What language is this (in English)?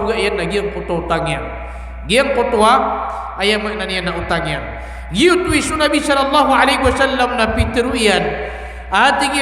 Maranao